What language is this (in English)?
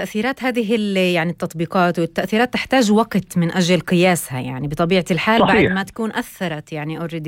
North Levantine Arabic